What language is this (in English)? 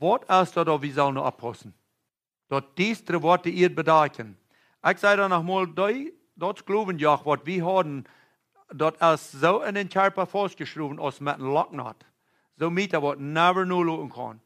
Plautdietsch